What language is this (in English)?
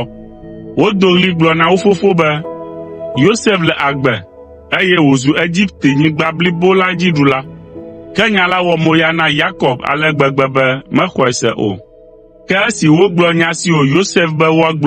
Ewe